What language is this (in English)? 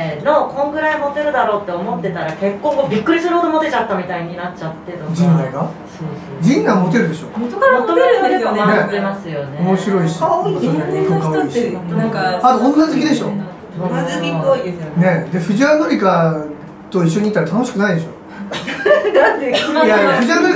Japanese